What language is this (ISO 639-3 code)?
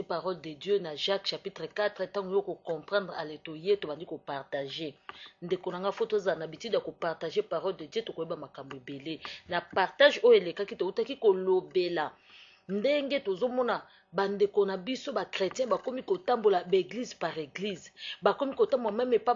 lin